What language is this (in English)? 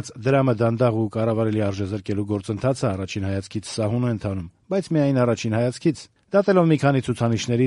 Armenian